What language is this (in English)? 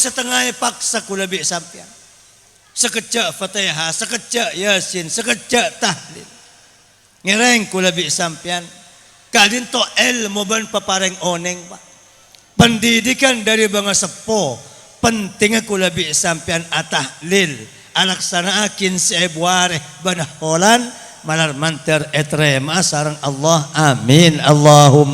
Madurese